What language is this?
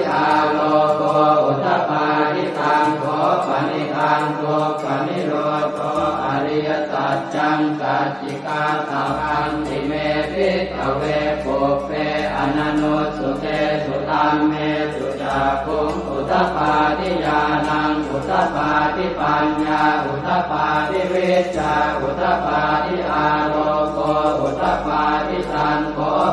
Pali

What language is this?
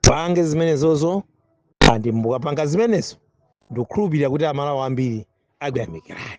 Nyanja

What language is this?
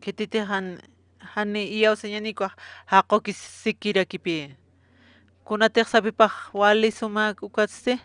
Aymara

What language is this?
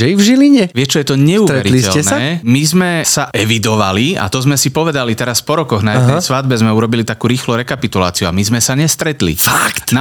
Slovak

